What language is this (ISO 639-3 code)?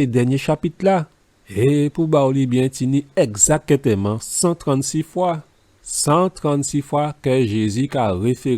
gcf